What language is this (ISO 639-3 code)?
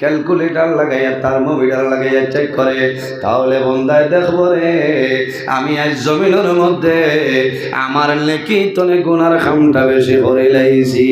syl